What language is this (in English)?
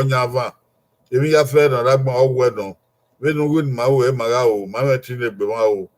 Bini